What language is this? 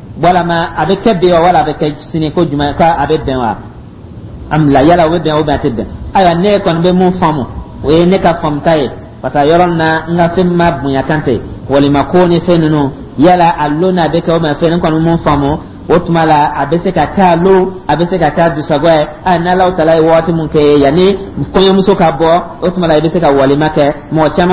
Dyula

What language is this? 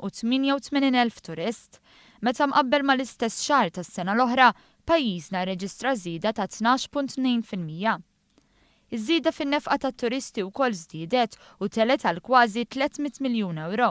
Maltese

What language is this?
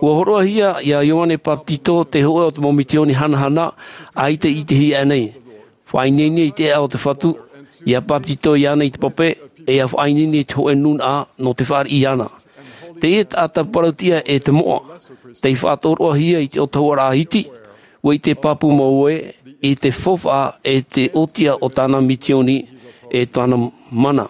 Tahitian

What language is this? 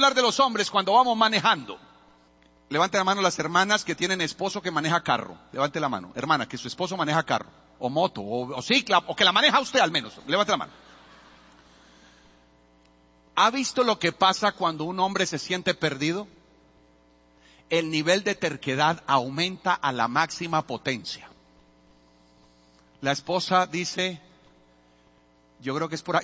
Spanish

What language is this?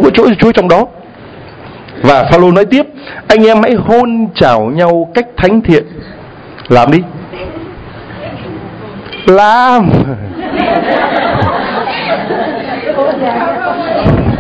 Vietnamese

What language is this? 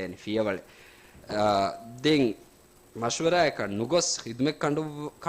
Divehi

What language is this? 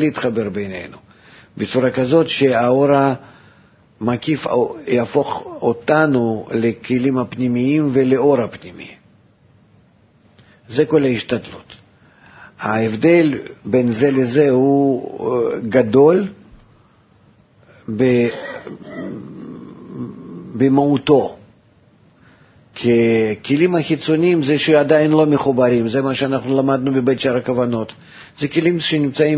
Hebrew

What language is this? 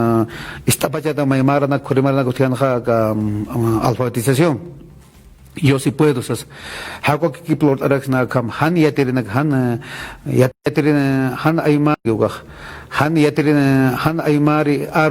Aymara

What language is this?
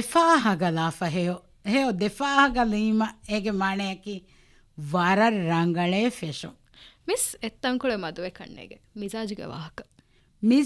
Divehi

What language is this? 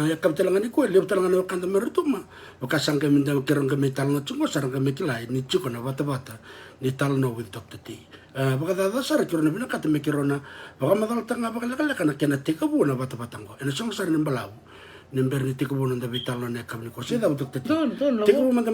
Fijian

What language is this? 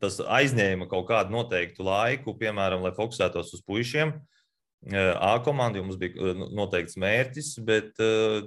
Latvian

